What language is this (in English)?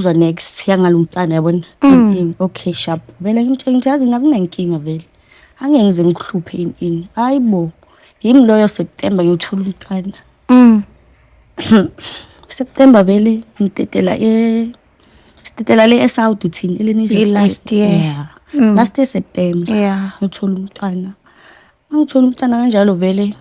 Zulu